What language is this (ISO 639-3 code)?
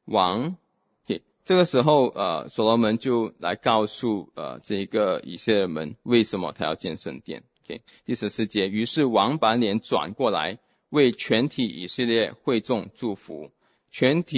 zho